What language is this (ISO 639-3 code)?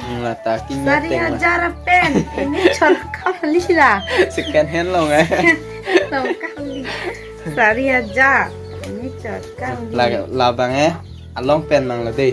mjw